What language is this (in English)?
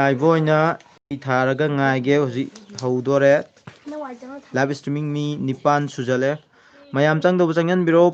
Manipuri